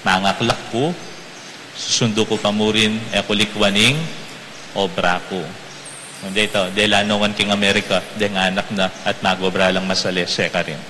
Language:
Pampanga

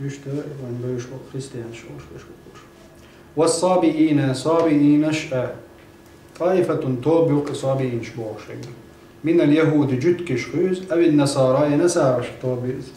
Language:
Chechen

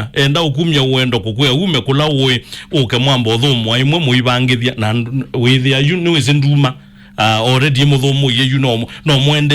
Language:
Kamba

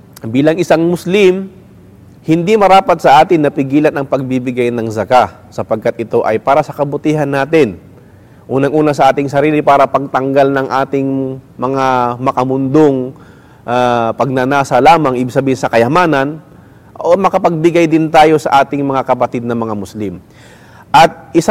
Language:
Filipino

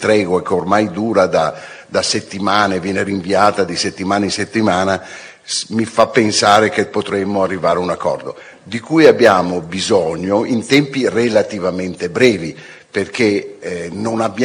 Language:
Italian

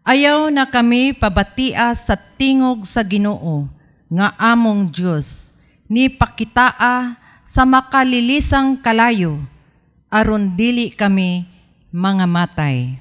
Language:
Cebuano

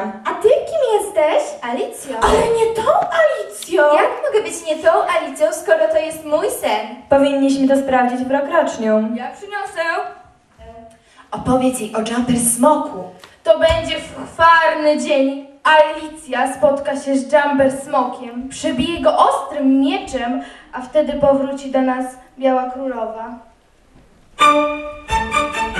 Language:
Polish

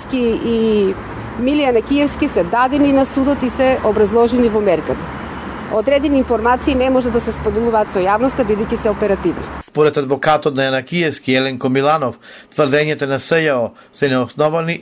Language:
Macedonian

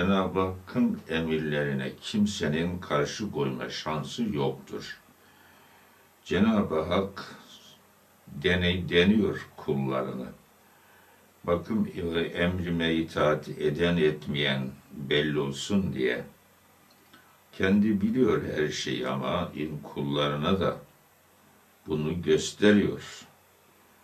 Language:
Turkish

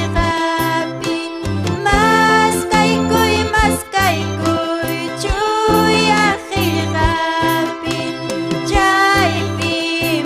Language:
Ayacucho Quechua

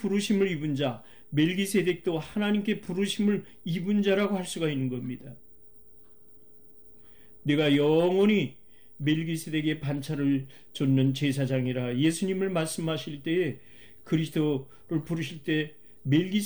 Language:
Korean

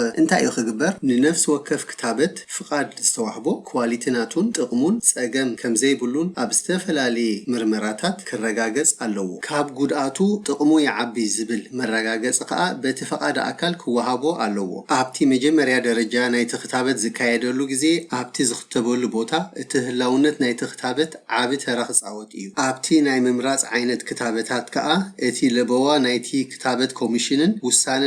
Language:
Tigrinya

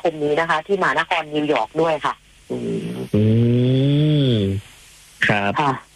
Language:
Thai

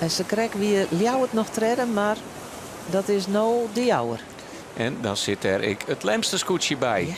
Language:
Western Frisian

